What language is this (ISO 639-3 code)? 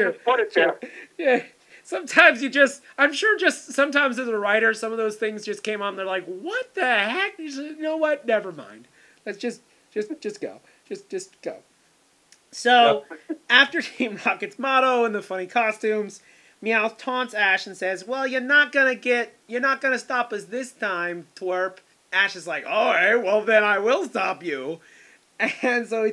eng